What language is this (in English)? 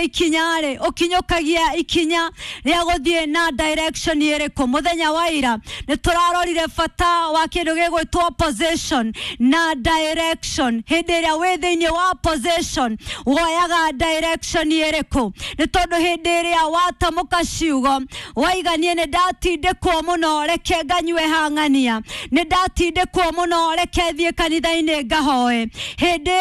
Kikuyu